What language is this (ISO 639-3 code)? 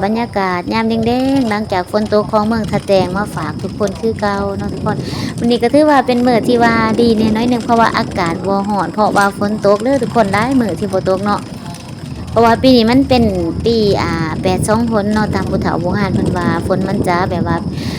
lao